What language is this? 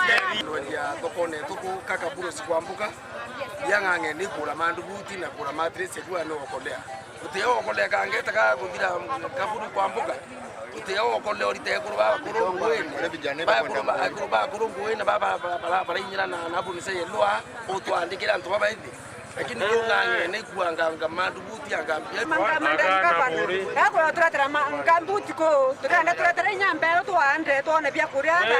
Meru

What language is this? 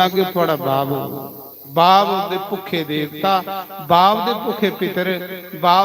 Dogri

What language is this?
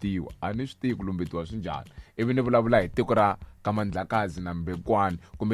Tsonga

